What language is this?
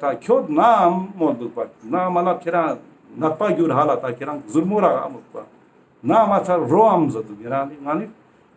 Ladakhi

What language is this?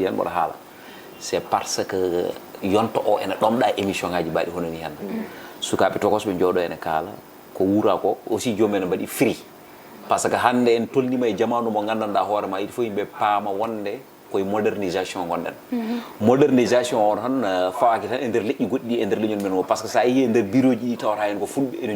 Fula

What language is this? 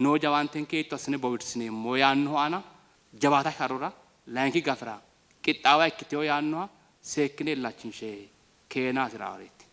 Sidamo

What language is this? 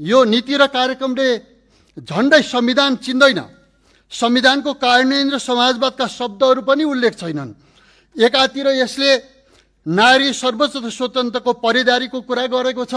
Nepali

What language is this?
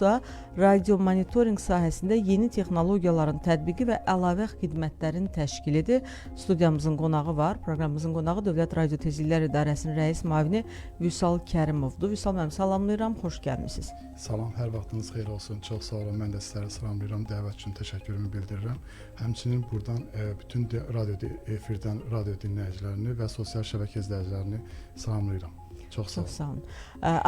Azerbaijani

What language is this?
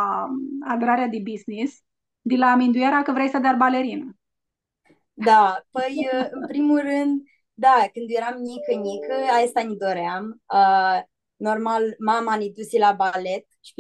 Aromanian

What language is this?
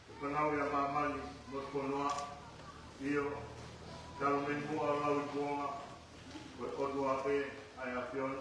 Tongan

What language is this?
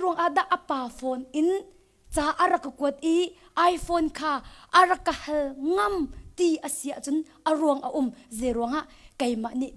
Hakha Chin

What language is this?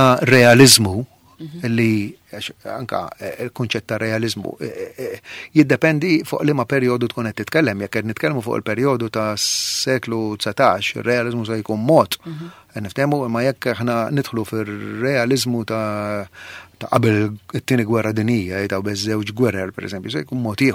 Maltese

